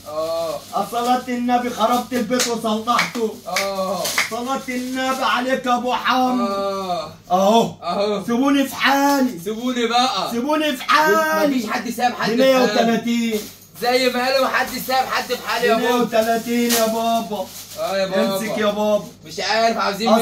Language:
Egyptian Arabic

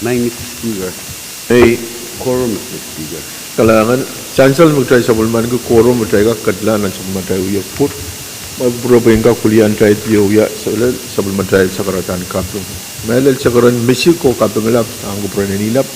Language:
Pohnpeian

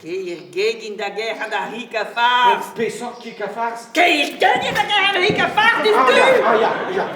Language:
Breton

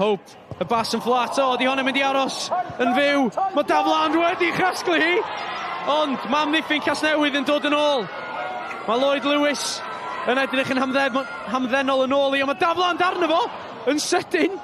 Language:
Welsh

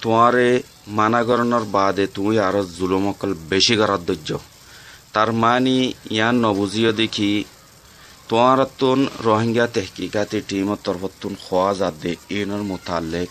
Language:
Rohingya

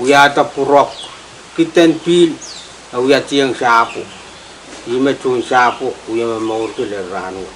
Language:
Pohnpeian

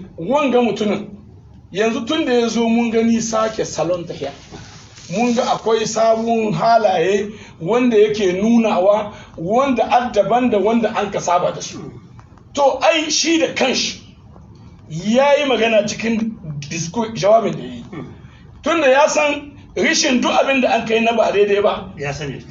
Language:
Hausa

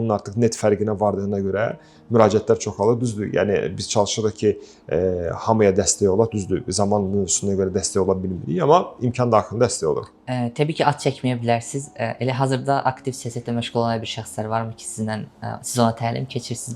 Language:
Azerbaijani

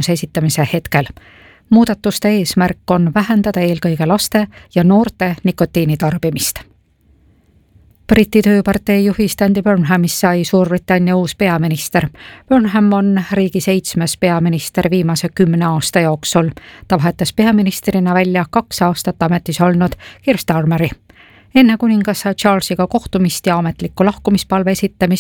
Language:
Estonian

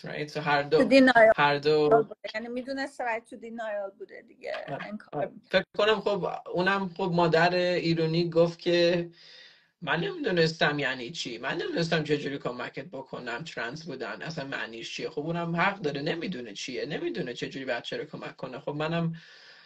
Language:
Persian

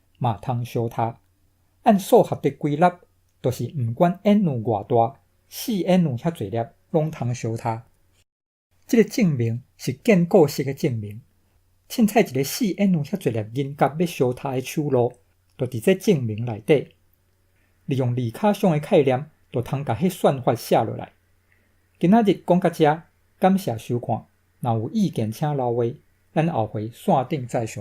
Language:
Min Nan Chinese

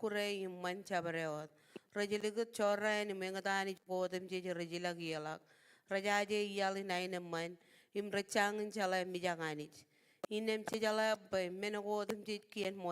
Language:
Marshallese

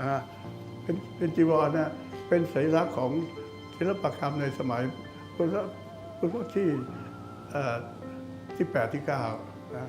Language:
Lao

